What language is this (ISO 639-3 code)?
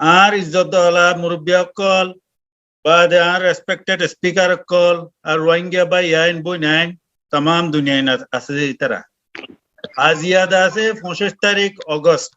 rhg